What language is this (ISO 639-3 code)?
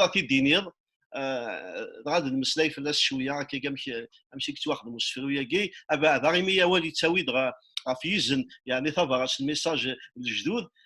kab